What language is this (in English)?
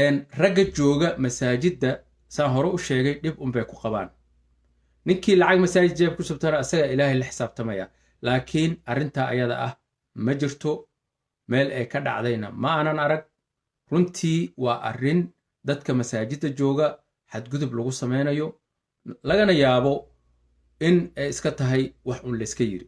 Somali